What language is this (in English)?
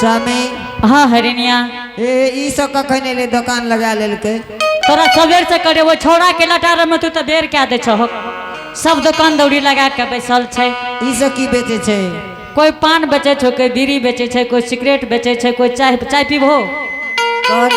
Angika